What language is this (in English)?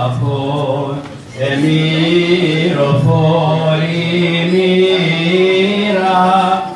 Greek